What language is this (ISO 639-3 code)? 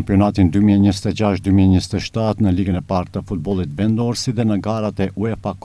sqi